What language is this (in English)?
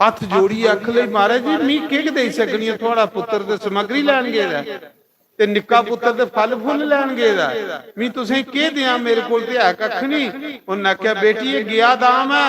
Dogri